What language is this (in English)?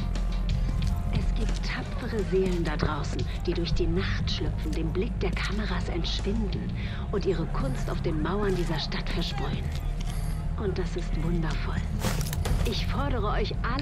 German